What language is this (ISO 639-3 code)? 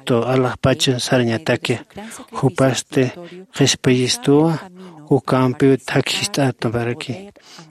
aym